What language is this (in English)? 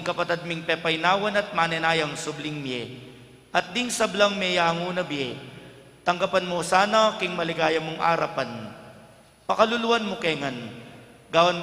Pampanga